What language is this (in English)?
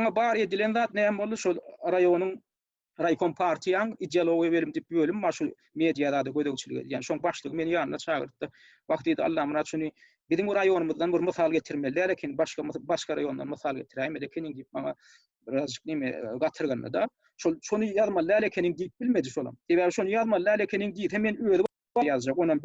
Turkmen